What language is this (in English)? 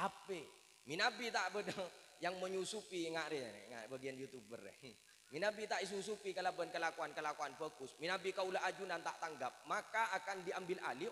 Madurese